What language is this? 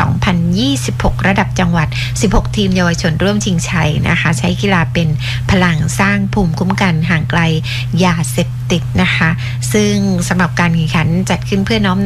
Thai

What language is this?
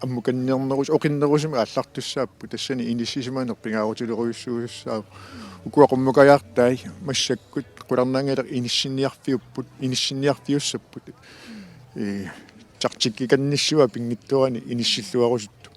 Kalaallisut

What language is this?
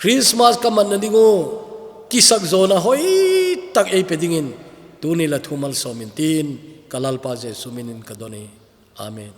Thado Chin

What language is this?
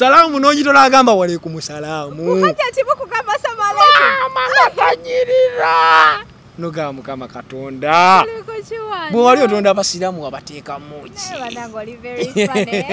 Ganda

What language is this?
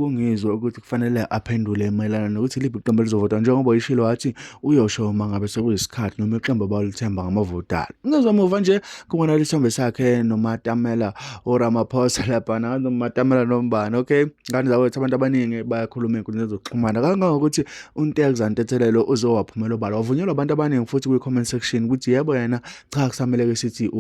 Zulu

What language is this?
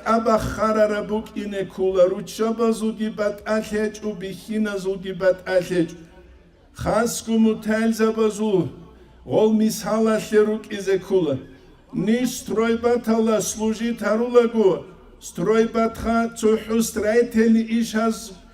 Avaric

